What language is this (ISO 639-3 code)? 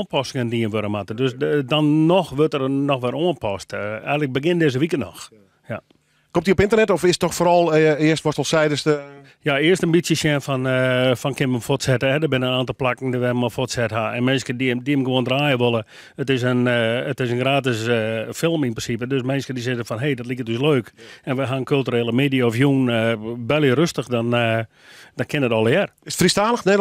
fry